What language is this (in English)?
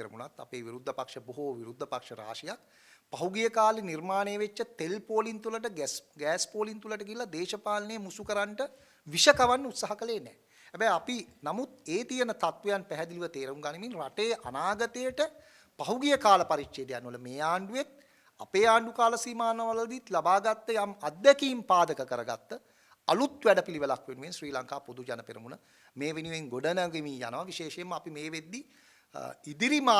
Sinhala